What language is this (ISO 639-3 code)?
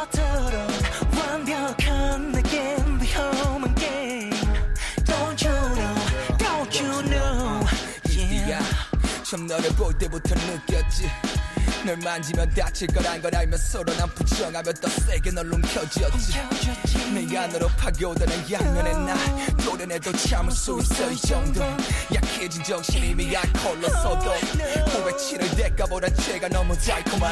kor